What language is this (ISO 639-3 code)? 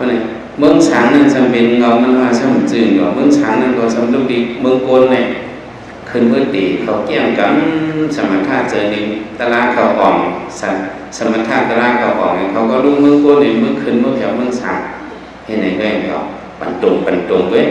shn